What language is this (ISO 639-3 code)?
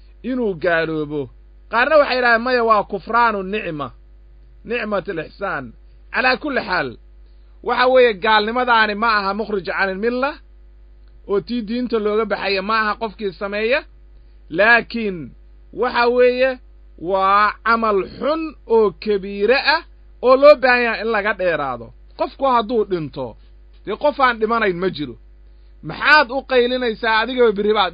som